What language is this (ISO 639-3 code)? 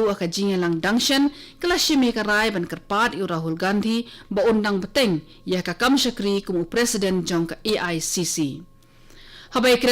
kha